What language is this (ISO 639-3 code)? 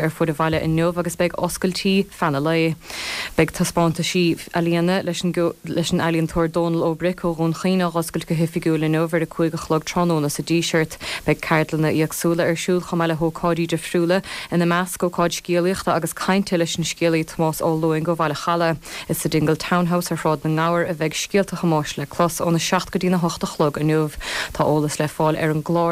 gle